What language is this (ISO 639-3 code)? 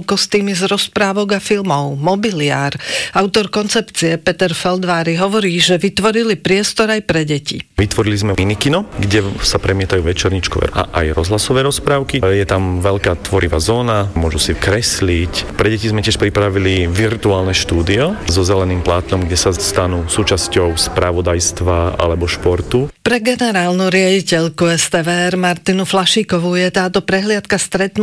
slk